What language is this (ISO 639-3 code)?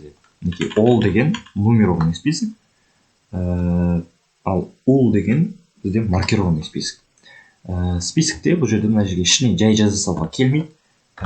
kaz